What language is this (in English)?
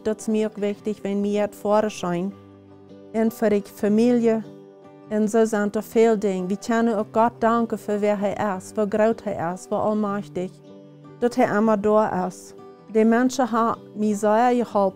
Plautdietsch